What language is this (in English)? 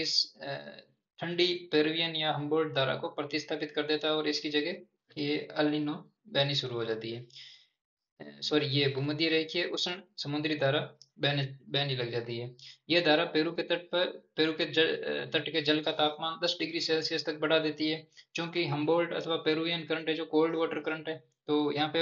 Hindi